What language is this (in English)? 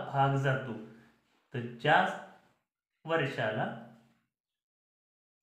Marathi